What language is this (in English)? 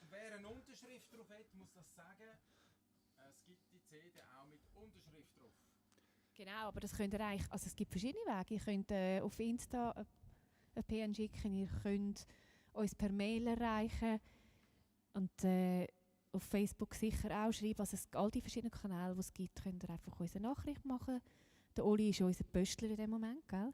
Swiss German